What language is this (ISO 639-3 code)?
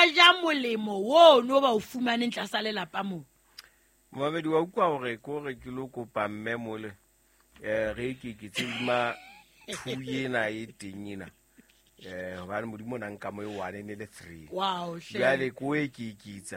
sot